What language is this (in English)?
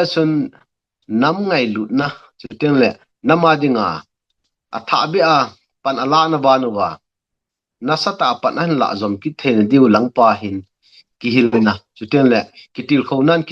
Thado Chin